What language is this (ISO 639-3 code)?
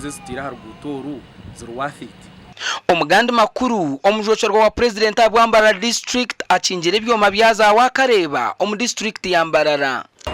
nyn